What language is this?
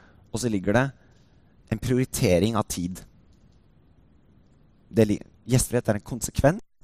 Norwegian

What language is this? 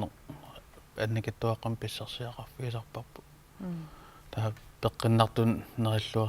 Kalaallisut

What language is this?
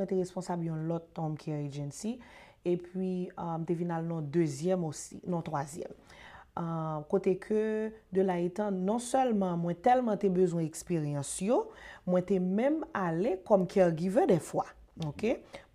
Haitian Creole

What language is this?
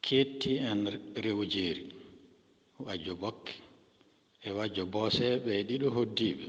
Fula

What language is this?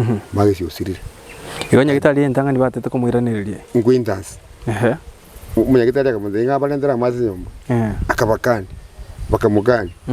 Gusii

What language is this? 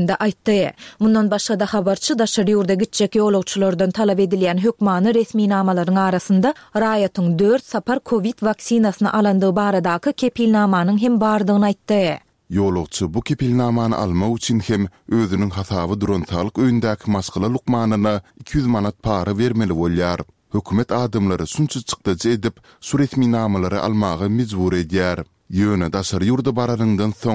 Turkmen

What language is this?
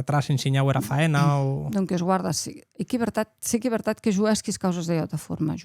Occitan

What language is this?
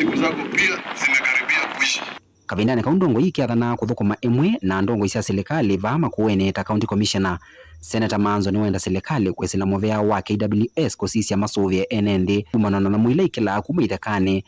Kamba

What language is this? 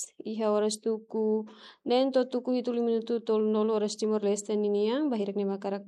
Tetum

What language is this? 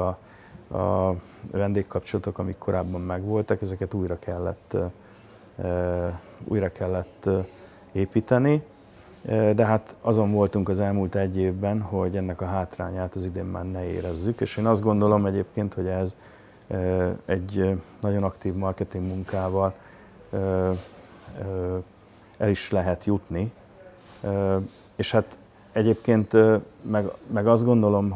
Hungarian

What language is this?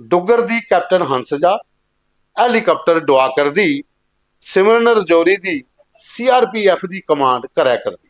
Dogri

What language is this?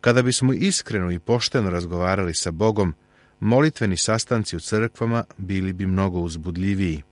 Serbian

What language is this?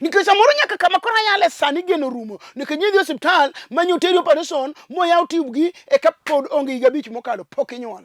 Luo (Kenya and Tanzania)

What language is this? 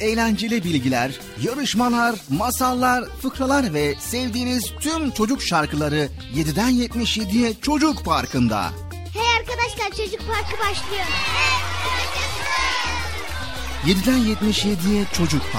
Turkish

